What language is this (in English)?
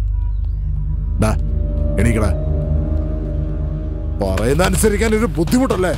Malayalam